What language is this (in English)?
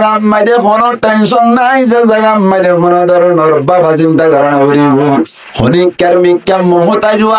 Rohingya